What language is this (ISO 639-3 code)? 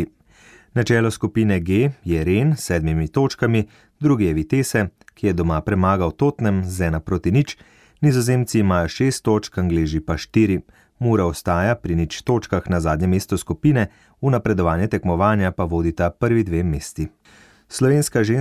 slv